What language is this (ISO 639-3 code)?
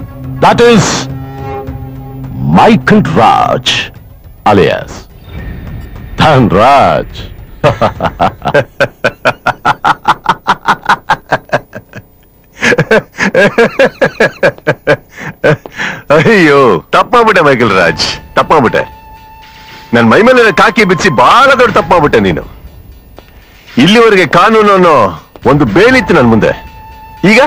kan